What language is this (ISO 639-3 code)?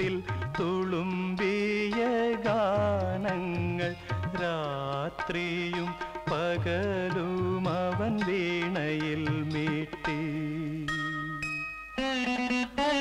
mal